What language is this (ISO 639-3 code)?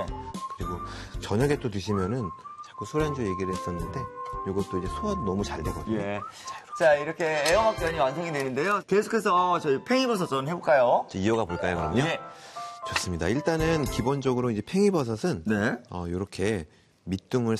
kor